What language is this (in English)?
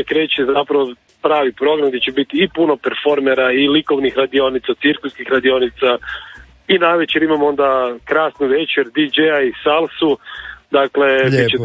Croatian